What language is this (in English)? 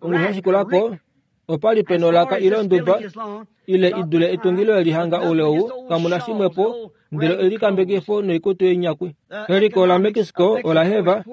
Kuanyama